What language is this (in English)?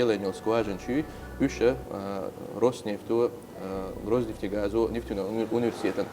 Chechen